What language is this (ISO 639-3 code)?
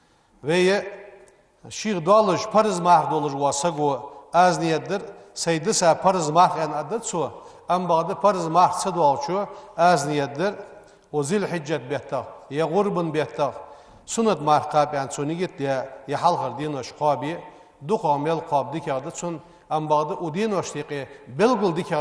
inh